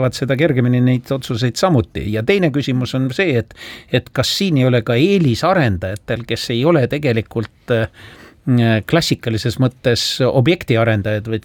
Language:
Estonian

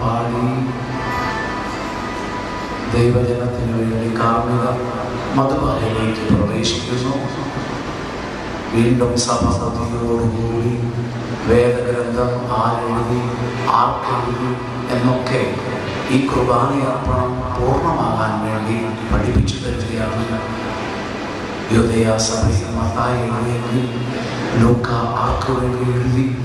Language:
Malayalam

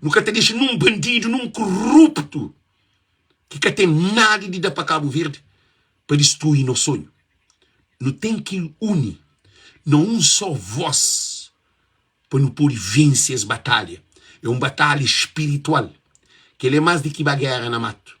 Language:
Kabuverdianu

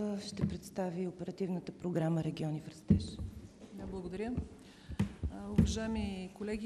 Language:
Bulgarian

